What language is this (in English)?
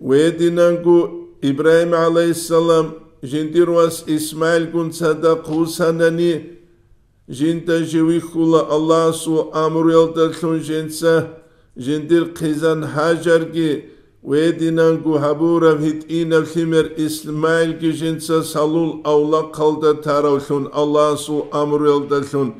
Avaric